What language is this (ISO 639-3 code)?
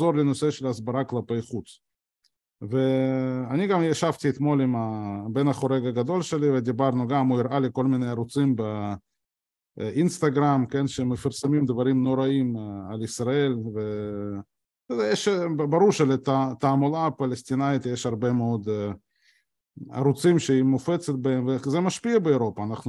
heb